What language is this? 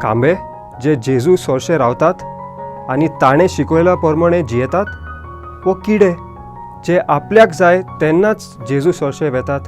Konkani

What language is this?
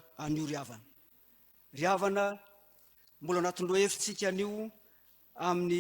Malagasy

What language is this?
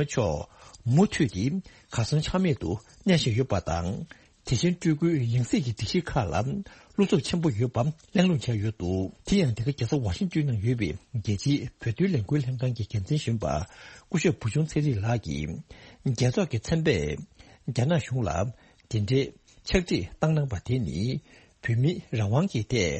Tibetan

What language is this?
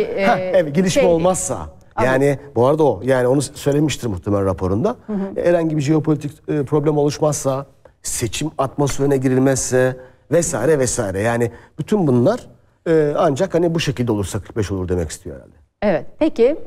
Turkish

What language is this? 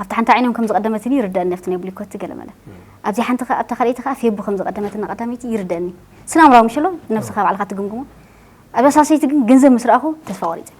Tigrinya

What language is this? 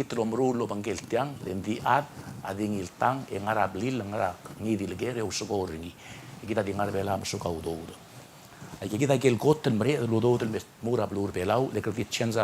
Palauan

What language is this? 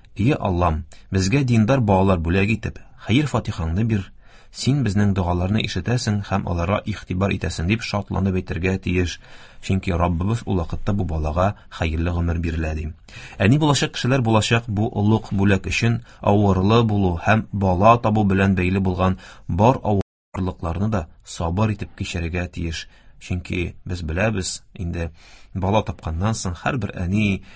Tatar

